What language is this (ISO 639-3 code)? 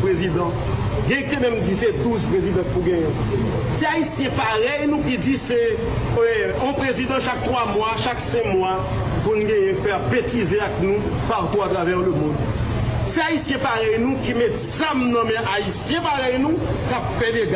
hat